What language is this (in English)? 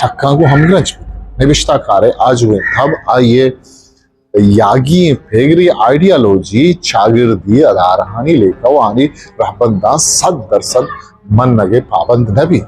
Eastern Balochi